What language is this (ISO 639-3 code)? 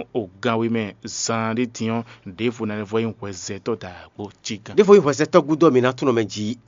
fon